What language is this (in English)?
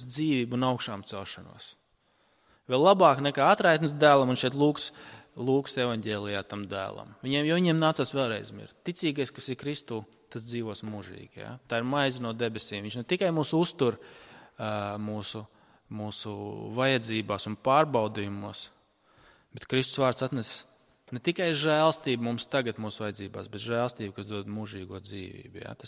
Latvian